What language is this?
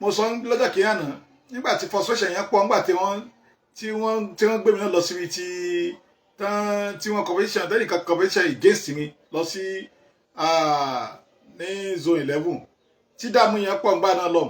Yoruba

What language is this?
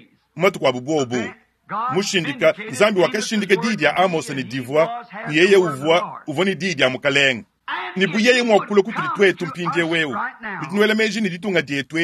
Luba-Lulua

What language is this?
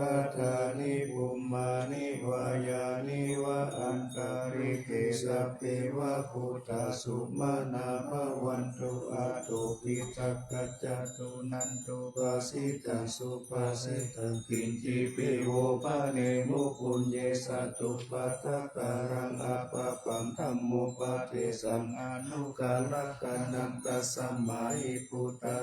Pali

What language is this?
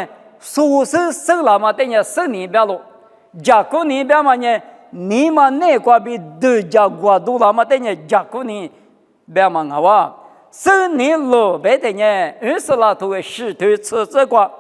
Lisu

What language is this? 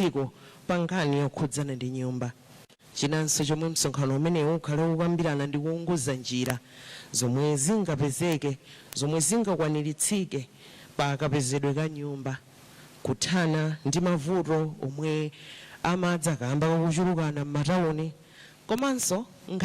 Nyanja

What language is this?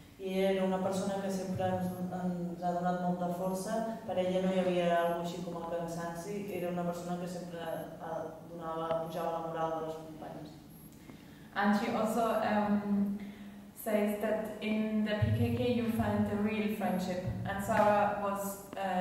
Catalan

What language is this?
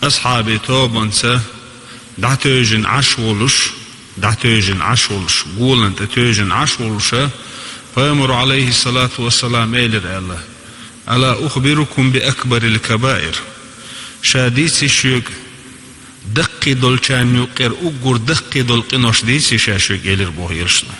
Chechen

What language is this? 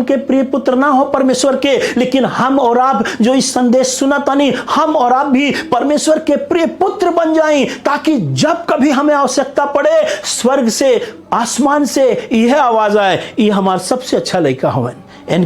Bhojpuri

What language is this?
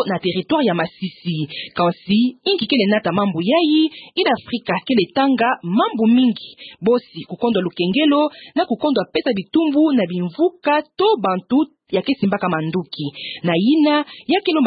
Kituba (Democratic Republic of Congo)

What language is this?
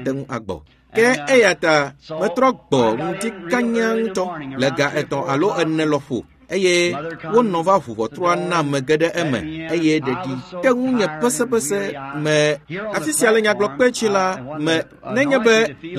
Ewe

